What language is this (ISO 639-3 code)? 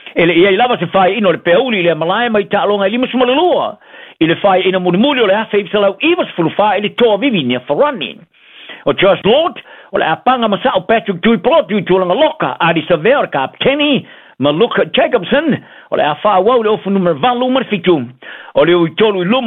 smo